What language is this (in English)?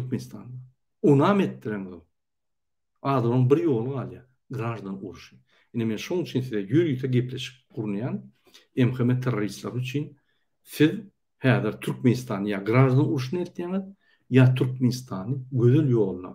Turkmen